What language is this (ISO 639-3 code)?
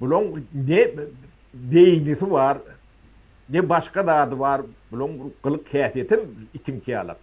tuk